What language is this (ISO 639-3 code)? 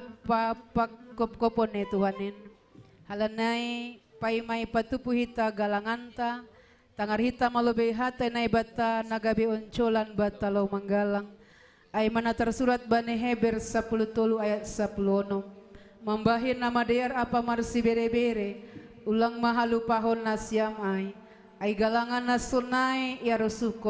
bts